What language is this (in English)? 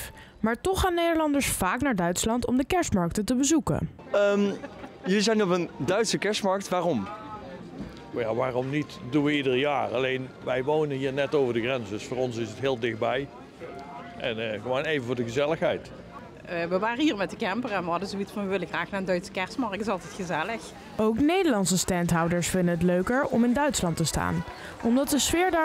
Dutch